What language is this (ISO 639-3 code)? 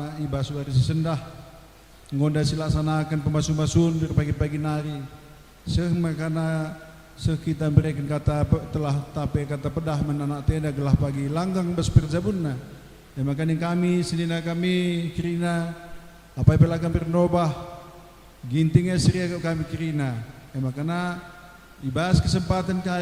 btx